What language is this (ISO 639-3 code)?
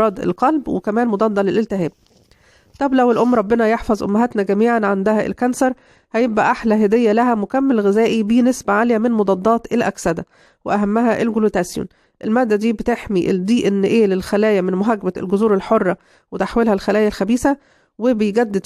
arz